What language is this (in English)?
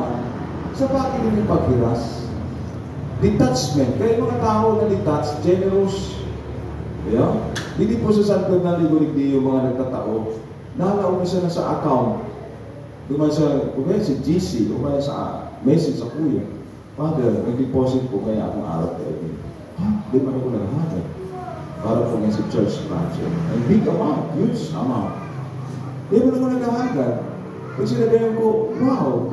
Bikol